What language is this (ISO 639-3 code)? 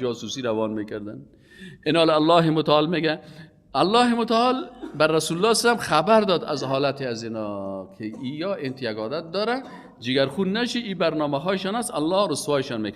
fas